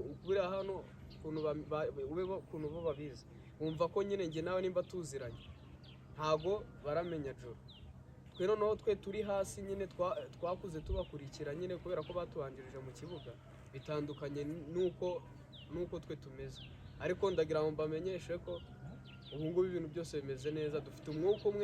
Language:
Kinyarwanda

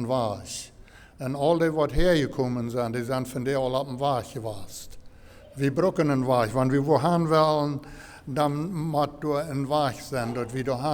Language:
Plautdietsch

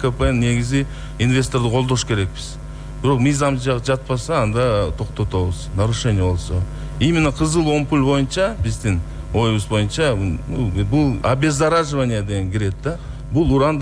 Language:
Kyrgyz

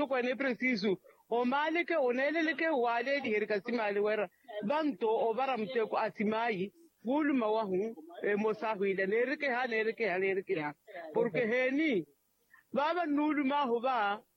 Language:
Makhuwa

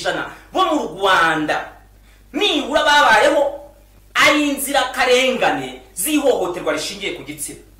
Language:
Kinyarwanda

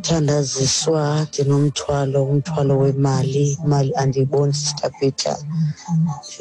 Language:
Xhosa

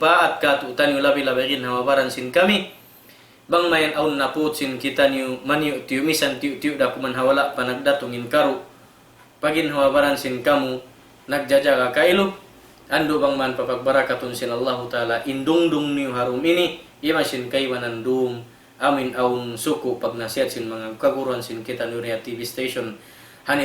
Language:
Tausug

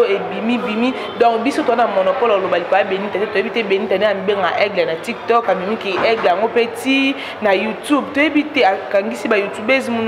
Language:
Lingala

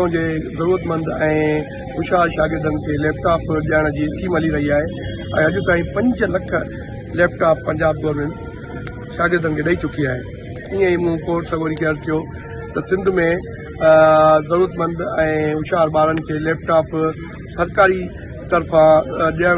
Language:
Sindhi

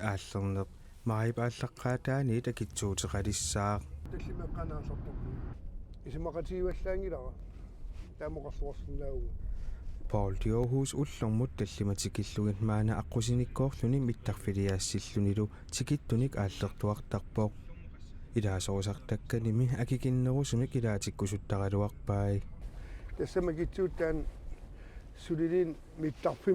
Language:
Kalaallisut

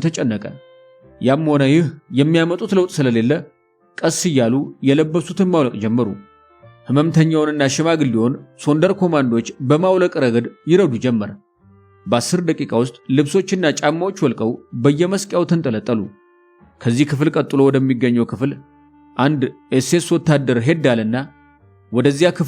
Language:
Amharic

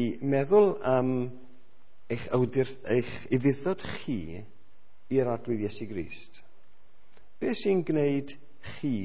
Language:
Welsh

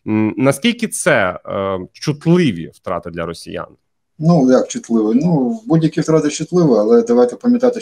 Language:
Ukrainian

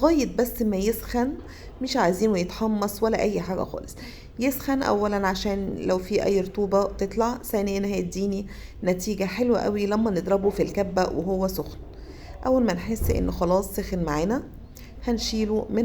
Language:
Egyptian Arabic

